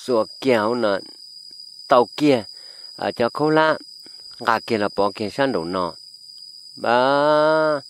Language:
Hmong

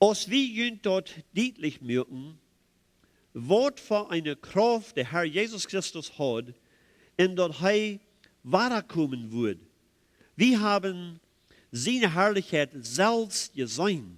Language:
Plautdietsch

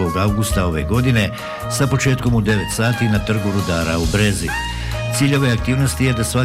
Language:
Bosnian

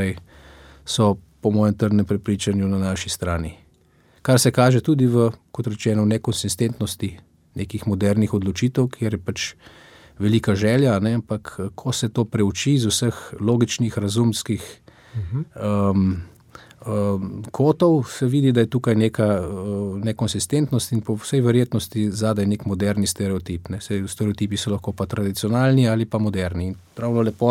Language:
Slovenian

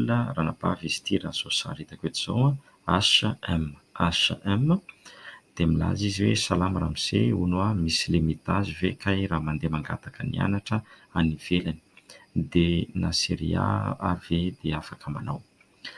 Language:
Malagasy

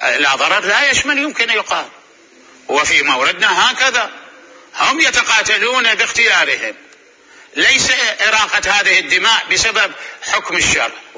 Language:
Mesopotamian Arabic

